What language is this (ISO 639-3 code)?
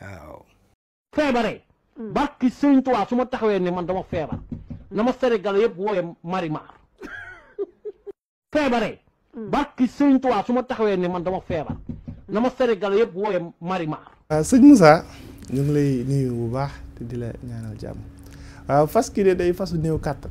wol